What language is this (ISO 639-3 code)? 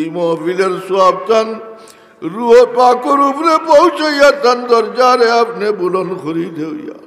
syl